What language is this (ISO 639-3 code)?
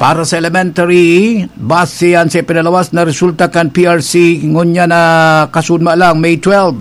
bik